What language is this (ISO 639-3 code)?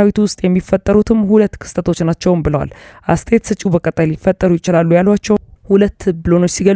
amh